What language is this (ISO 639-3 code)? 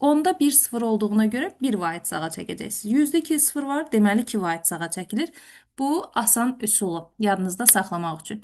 aze